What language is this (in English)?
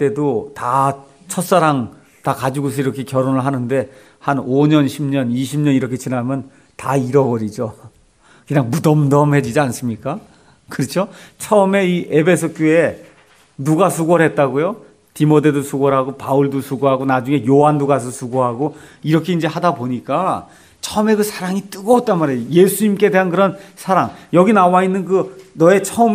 Korean